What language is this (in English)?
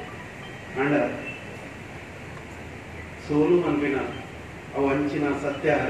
Tulu